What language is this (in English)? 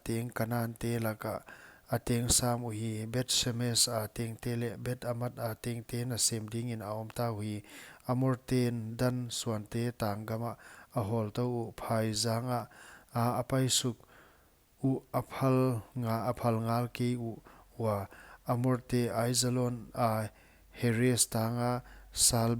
Paite Chin